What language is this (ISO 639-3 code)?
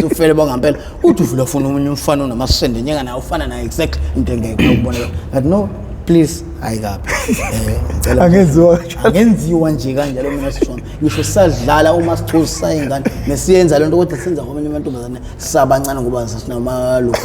zul